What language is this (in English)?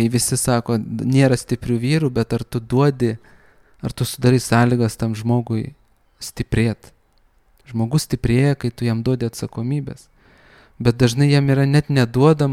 Lithuanian